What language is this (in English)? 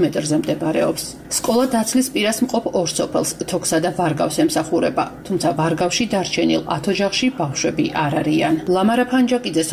Georgian